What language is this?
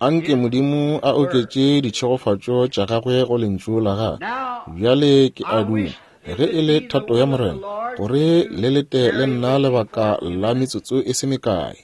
Northern Sotho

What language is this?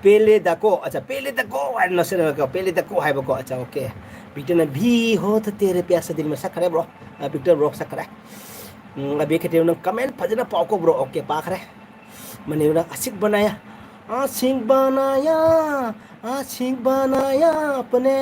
Manipuri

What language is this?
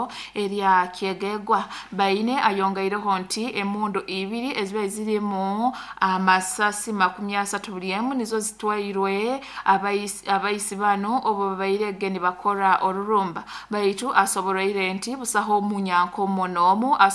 Nyoro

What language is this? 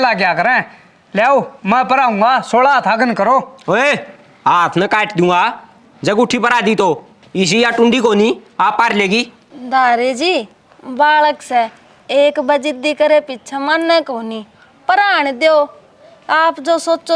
Haryanvi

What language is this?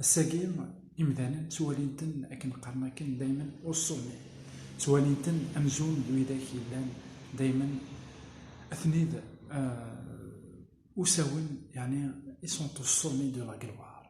Kabyle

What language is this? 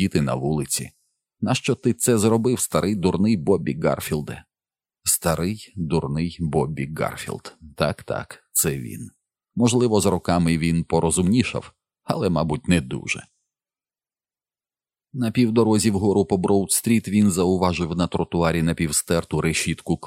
Ukrainian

